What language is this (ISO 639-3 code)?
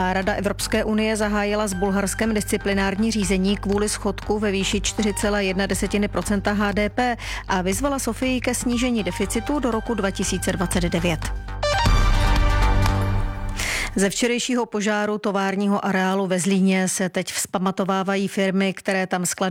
ces